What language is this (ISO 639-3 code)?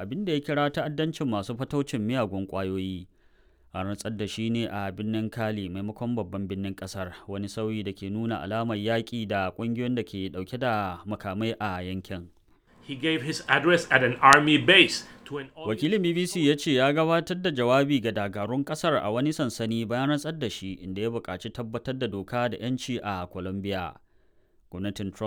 hau